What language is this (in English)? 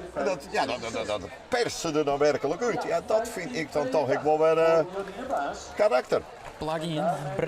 Western Frisian